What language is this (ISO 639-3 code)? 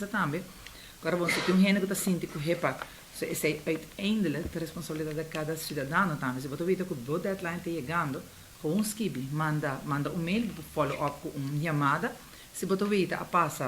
pap